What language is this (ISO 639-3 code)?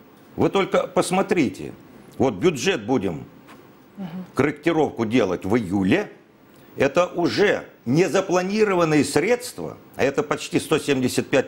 rus